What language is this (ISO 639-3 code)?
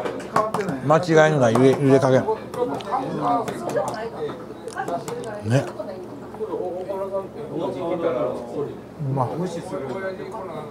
jpn